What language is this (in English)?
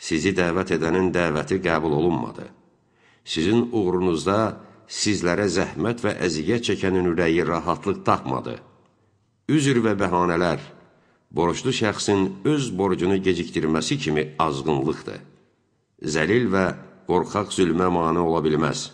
Azerbaijani